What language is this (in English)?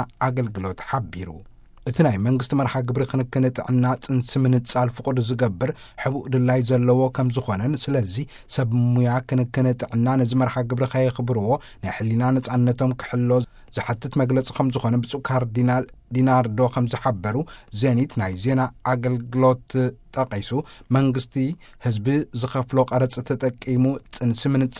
Tigrinya